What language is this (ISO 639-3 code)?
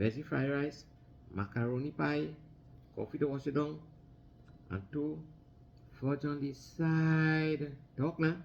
jam